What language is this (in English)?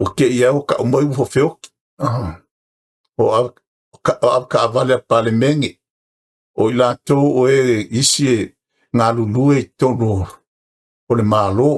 Samoan